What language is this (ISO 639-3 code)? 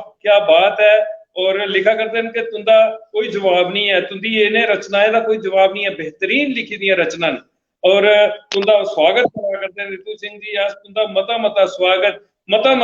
doi